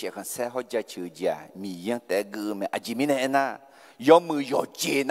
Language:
Akha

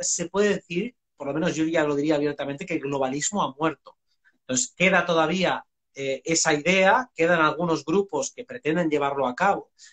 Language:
Spanish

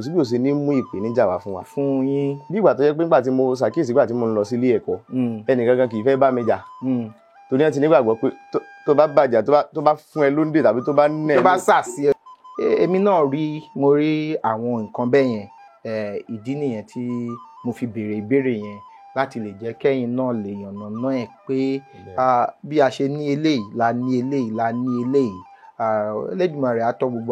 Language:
Yoruba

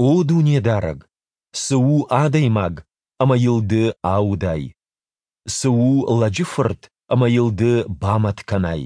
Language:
Ossetic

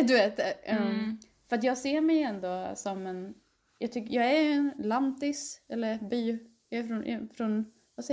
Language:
Swedish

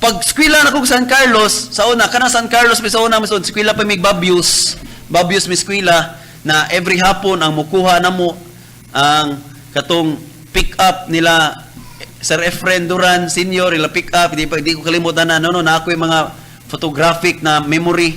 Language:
Cebuano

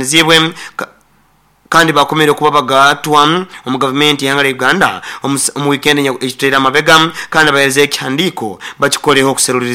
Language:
Nyoro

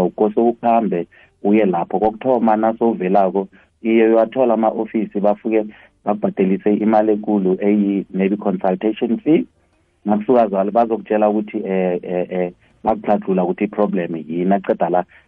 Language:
South Ndebele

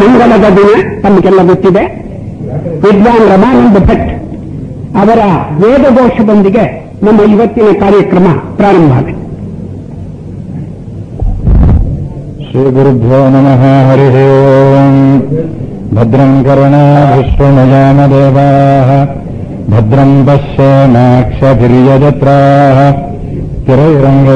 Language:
Kannada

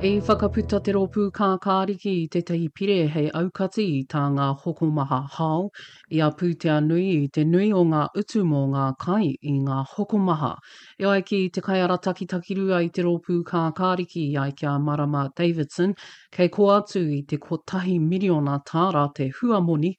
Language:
Māori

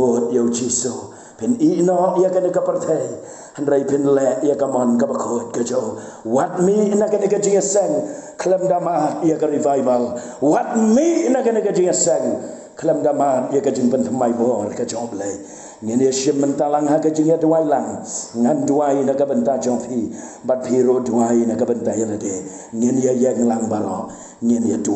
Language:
Khasi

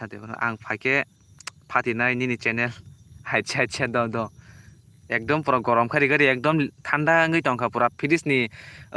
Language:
Kok Borok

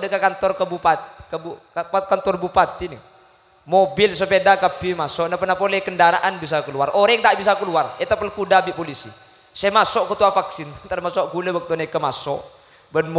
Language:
Madurese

